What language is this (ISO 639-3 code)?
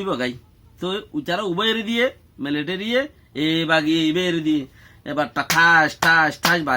rhg